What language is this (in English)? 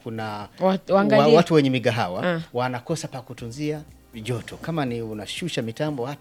Swahili